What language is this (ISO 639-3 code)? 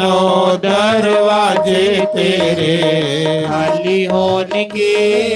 doi